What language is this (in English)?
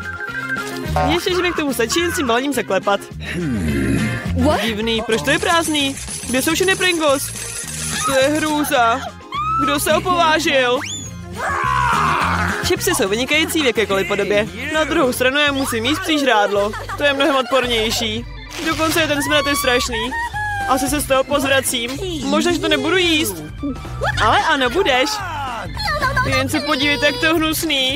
Czech